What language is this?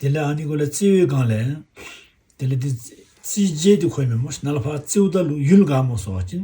Tibetan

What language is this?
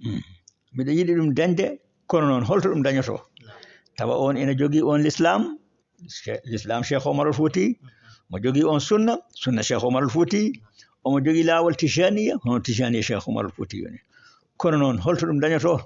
Fula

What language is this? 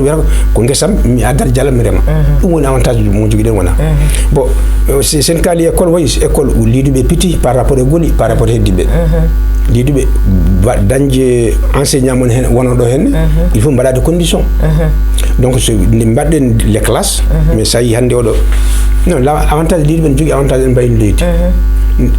Fula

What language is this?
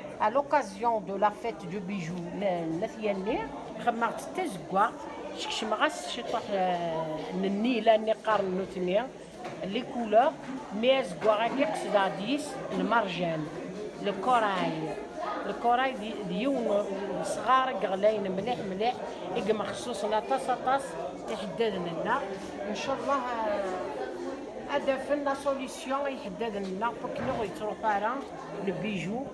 Kabyle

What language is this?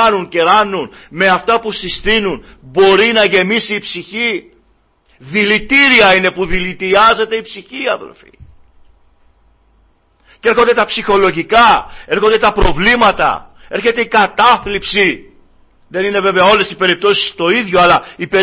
Greek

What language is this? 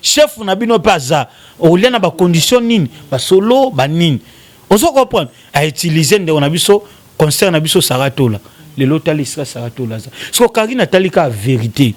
Lingala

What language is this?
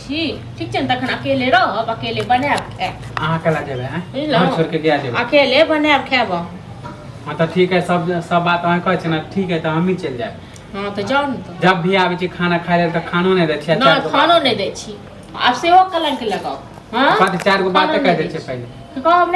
Maithili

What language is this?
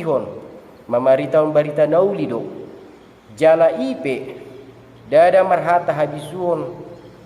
Batak Toba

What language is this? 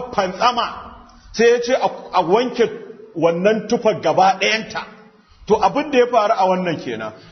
Hausa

